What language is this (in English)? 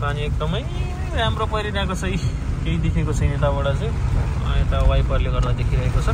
Nepali